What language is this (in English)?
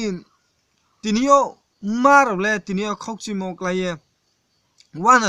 Riang (India)